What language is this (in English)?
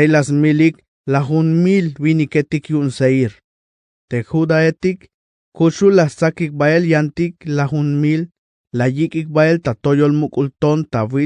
Tzeltal